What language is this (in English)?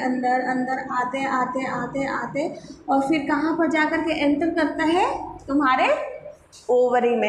Hindi